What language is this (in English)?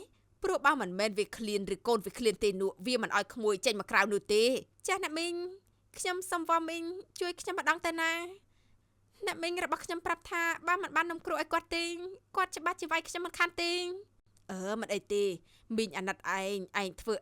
Khmer